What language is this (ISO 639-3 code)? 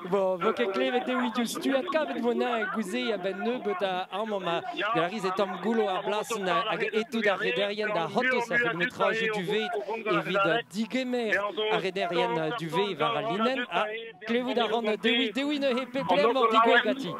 bre